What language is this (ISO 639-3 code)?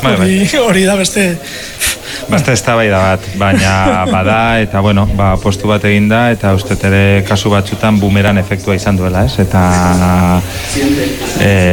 eus